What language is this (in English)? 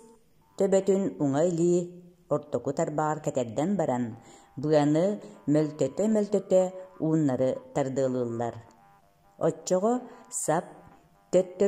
Yakut